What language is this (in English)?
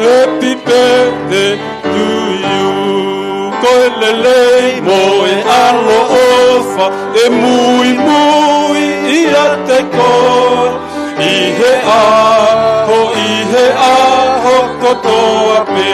Tongan